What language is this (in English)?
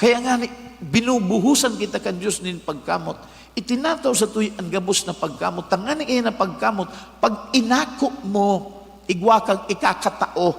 Bikol